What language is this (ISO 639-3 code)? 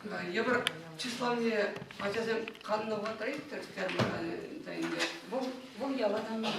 chv